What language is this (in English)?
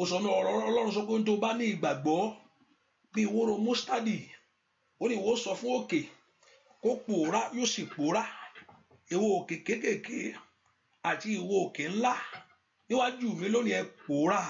Yoruba